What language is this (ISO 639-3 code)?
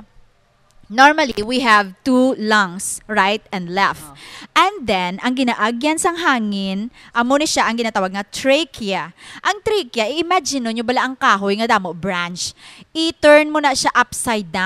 hil